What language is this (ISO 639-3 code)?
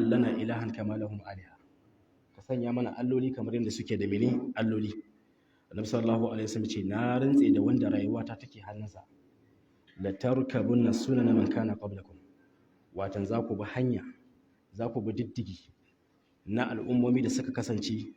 hau